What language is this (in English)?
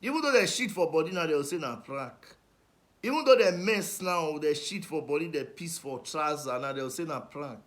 Nigerian Pidgin